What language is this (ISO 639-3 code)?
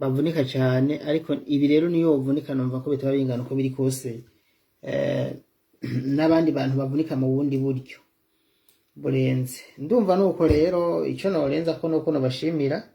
run